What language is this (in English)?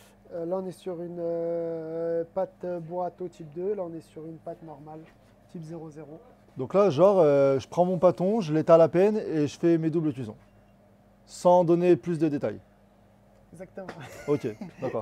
French